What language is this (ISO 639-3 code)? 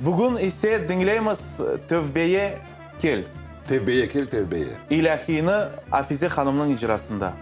crh